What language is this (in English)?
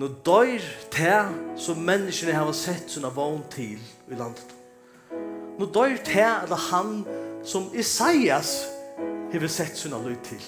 Faroese